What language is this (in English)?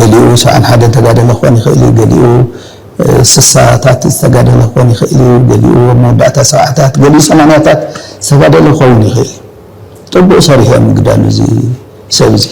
Tigrinya